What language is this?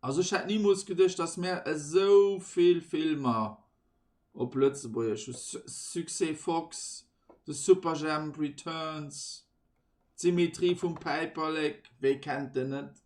Luxembourgish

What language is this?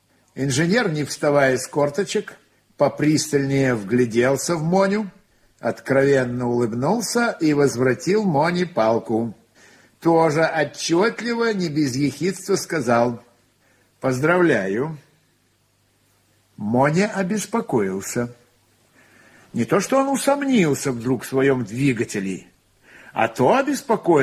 Russian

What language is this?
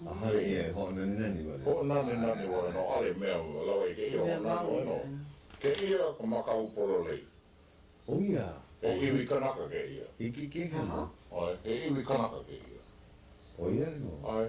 Hawaiian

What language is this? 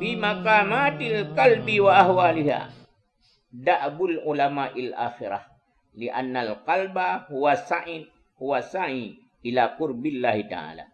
Achinese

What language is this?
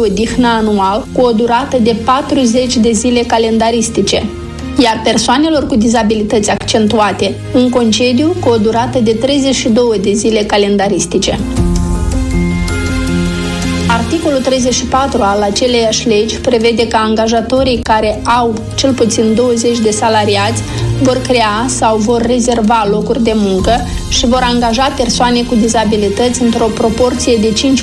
Romanian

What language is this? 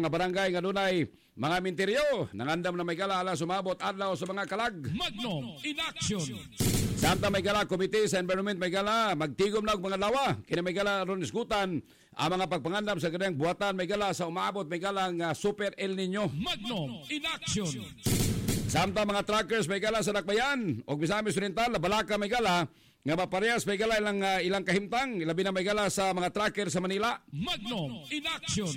Cebuano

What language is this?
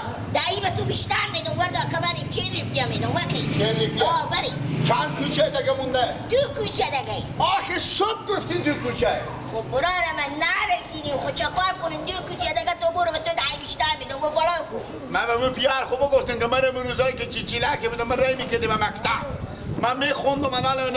Persian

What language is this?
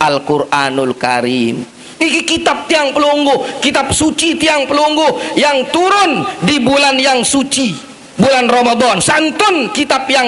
Sasak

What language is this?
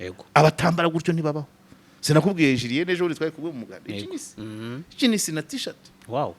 Kinyarwanda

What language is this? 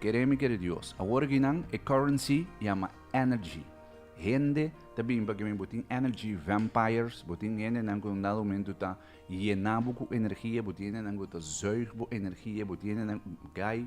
Papiamento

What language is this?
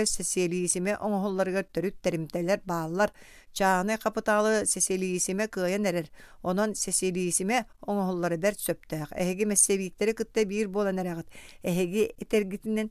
Yakut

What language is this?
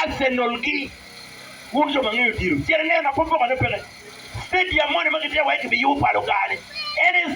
Acoli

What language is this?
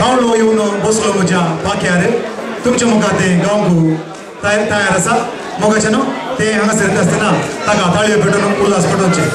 Konkani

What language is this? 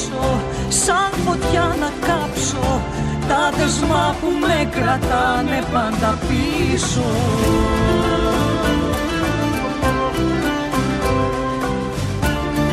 Greek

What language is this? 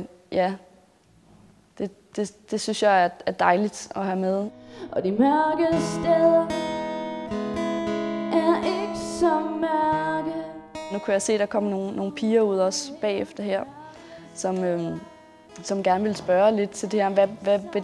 Danish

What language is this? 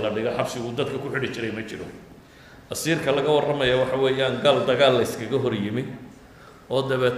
Somali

